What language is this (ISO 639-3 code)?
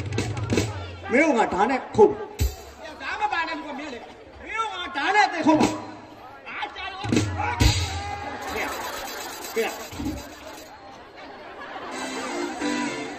mya